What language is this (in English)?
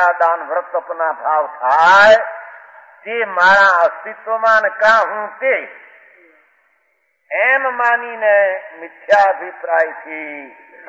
Gujarati